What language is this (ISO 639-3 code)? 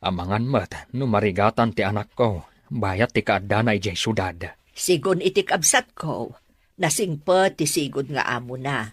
ilo